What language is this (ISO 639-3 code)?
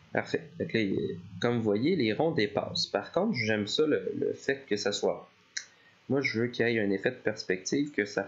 fra